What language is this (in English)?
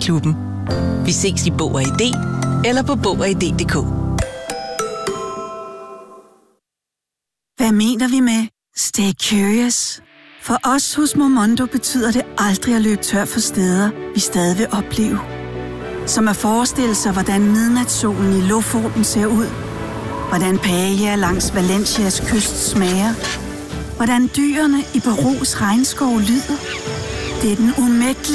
Danish